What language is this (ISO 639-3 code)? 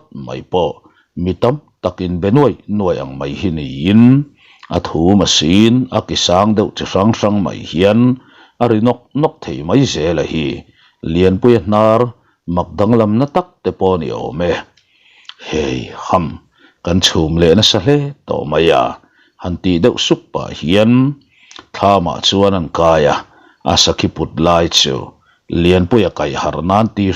lus